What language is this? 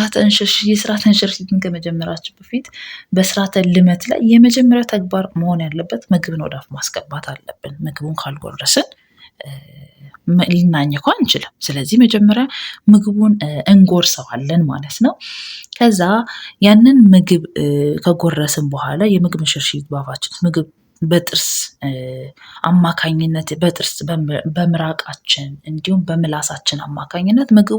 Amharic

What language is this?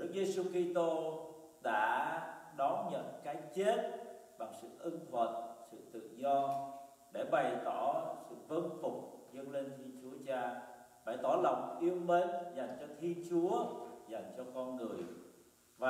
Vietnamese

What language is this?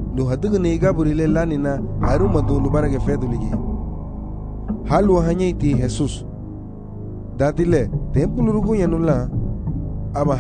Garifuna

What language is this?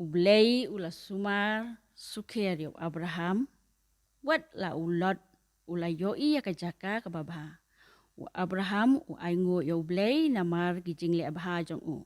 Khasi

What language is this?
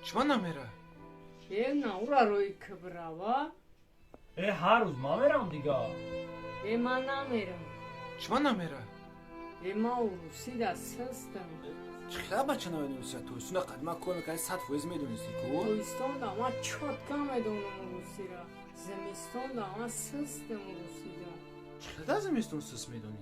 Tajik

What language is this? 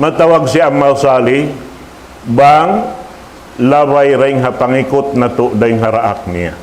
Tausug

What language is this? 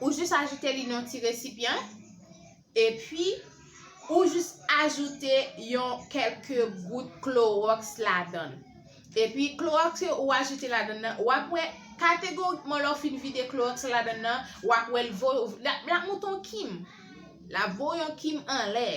Haitian Creole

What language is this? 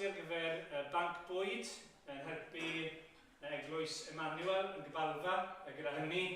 Welsh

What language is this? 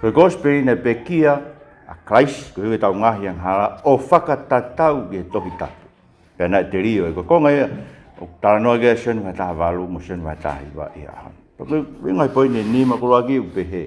Tongan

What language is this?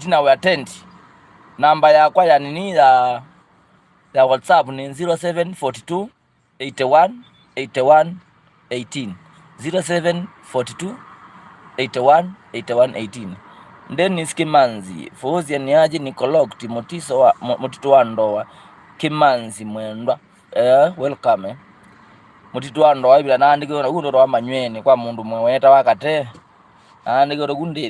Kamba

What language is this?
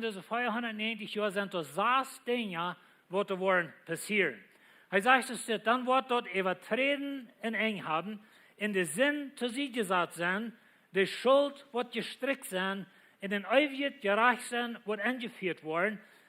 Plautdietsch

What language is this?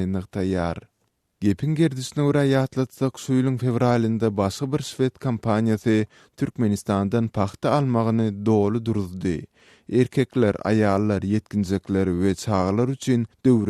Turkmen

